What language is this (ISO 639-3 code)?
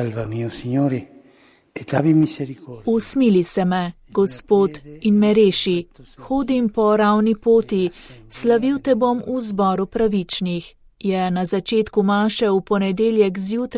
slv